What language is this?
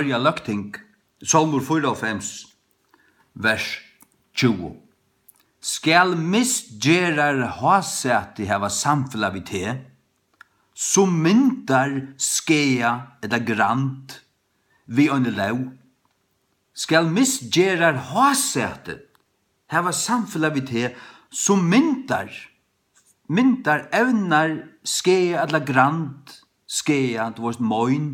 Faroese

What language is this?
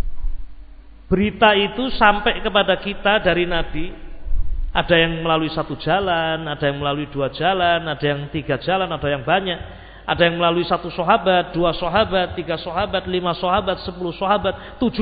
Indonesian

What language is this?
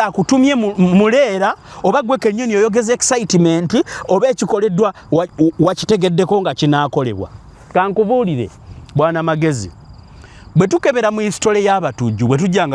Ganda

